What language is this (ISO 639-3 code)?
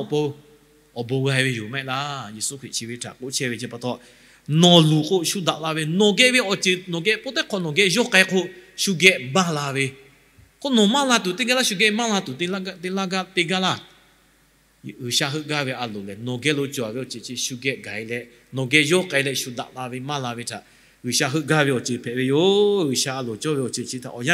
lhu